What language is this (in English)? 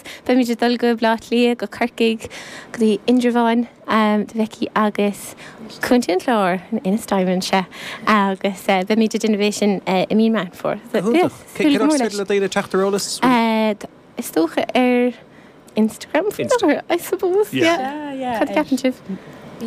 Irish